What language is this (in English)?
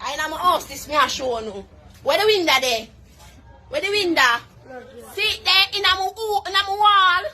Jamaican Creole English